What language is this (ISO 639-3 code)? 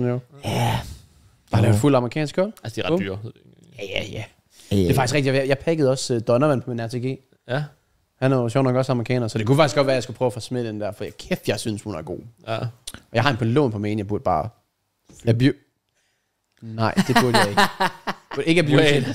dan